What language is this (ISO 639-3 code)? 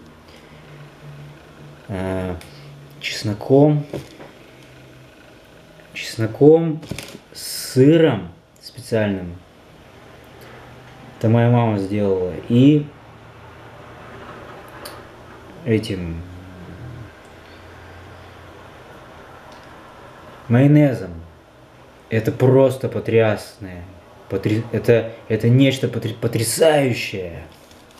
rus